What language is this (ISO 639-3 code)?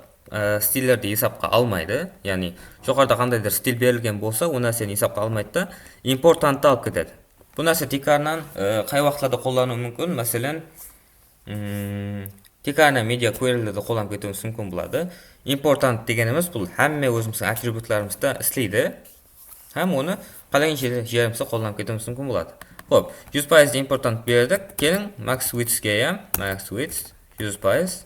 kaa